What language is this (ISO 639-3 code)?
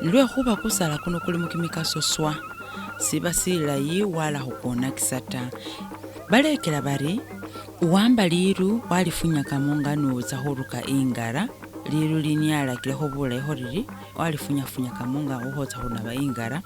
myx